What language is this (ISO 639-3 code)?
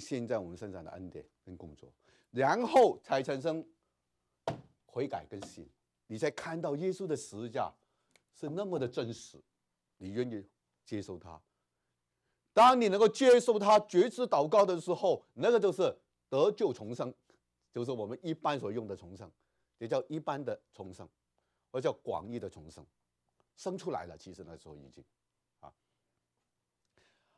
zho